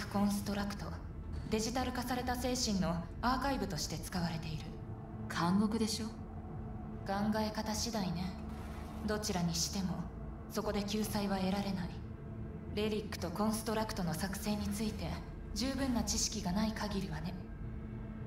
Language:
Japanese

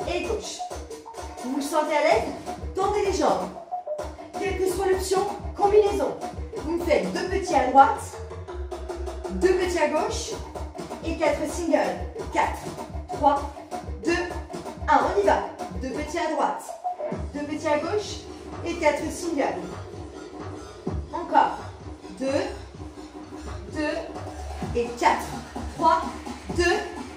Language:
French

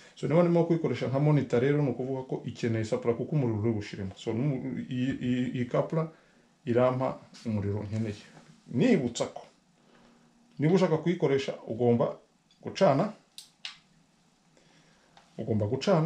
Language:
Kinyarwanda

